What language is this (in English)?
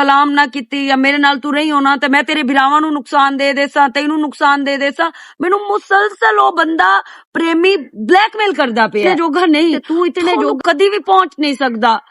Western Panjabi